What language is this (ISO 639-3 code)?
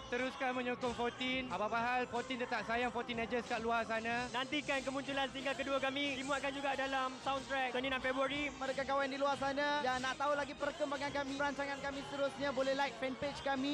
msa